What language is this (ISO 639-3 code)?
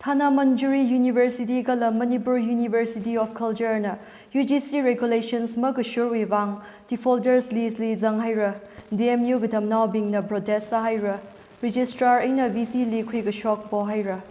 nmf